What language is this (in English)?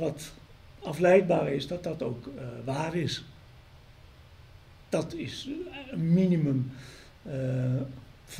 Dutch